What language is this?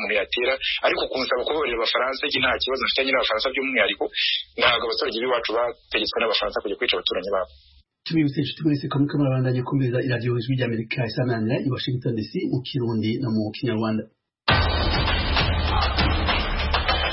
Kinyarwanda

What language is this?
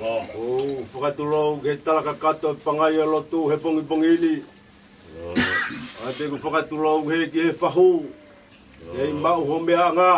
Tongan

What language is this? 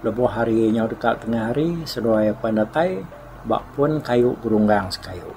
Iban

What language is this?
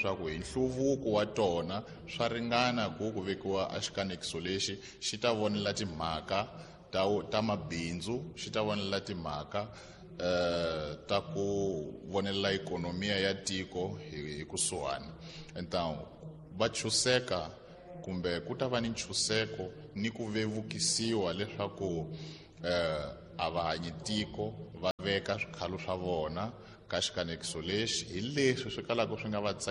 Tsonga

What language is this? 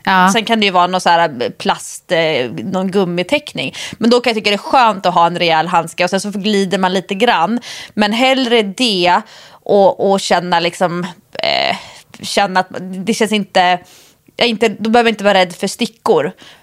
Swedish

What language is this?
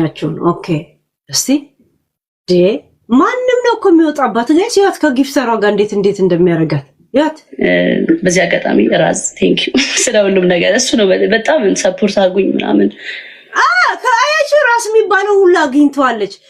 Amharic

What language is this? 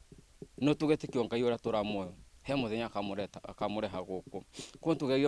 Kikuyu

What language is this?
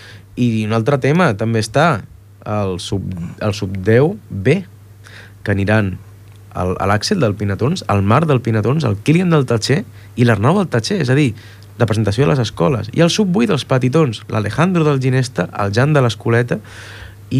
Catalan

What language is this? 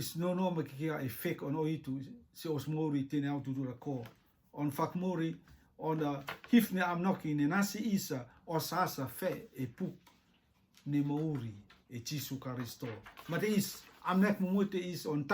Rotuman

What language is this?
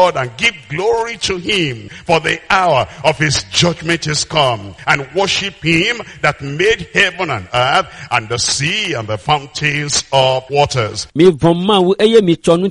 Ewe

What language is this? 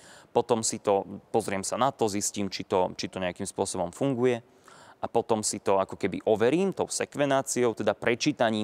Slovak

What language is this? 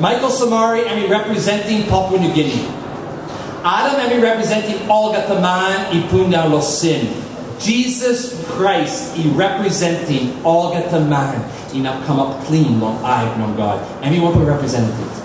Tok Pisin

